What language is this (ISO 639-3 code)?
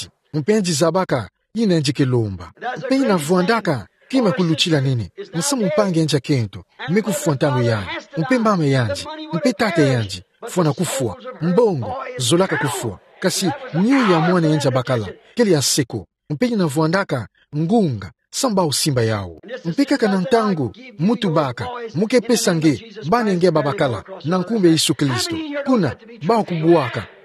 ktu